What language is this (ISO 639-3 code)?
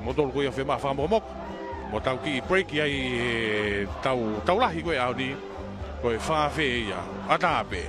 ton